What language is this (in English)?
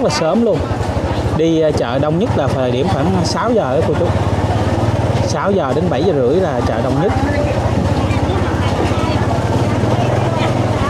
Vietnamese